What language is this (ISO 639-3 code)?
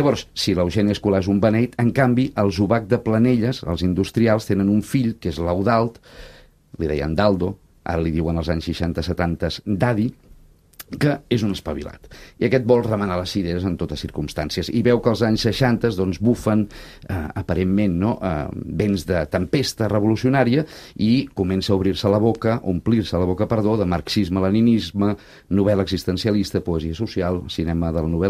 cat